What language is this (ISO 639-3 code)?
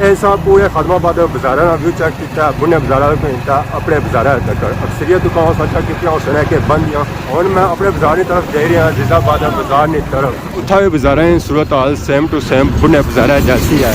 phr